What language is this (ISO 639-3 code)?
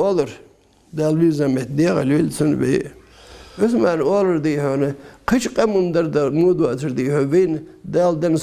inh